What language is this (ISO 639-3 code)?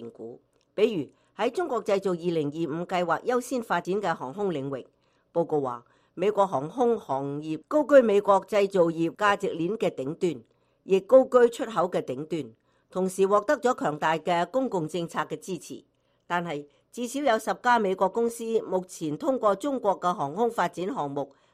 yue